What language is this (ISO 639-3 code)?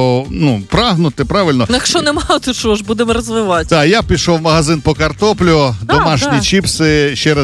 ukr